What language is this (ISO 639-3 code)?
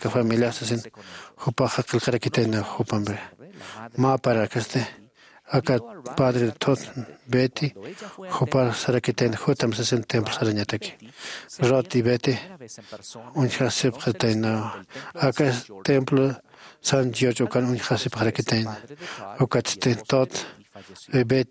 aym